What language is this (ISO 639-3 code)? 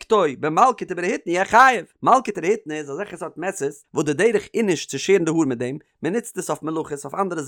yid